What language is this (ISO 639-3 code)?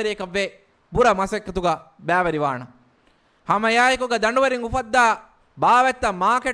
div